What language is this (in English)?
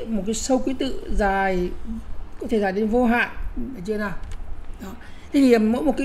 Vietnamese